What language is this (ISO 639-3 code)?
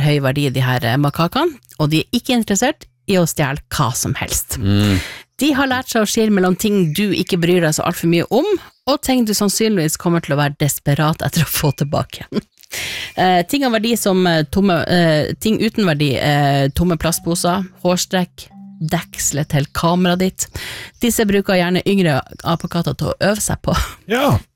nor